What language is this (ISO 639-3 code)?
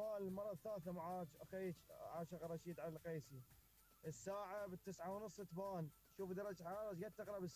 acm